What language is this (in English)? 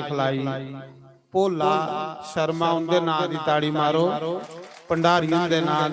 Dogri